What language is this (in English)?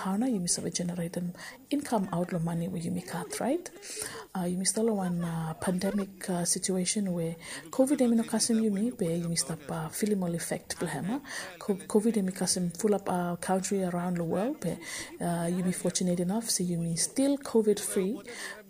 Bislama